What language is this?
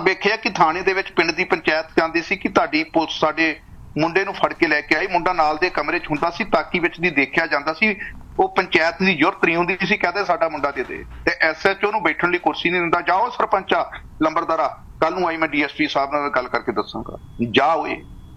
Punjabi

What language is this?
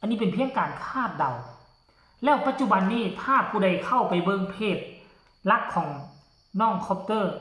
Northeastern Thai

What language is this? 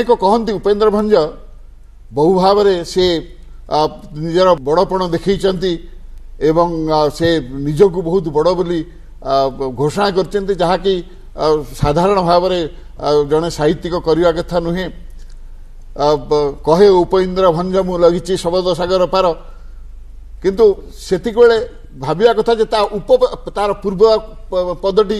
Odia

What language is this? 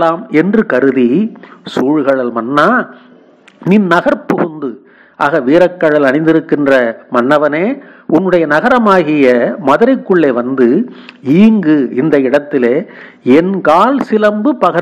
Tamil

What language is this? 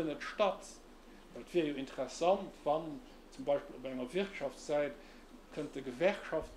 Luxembourgish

